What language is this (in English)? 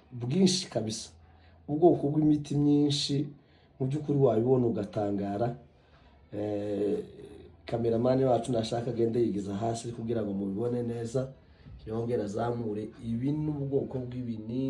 Kinyarwanda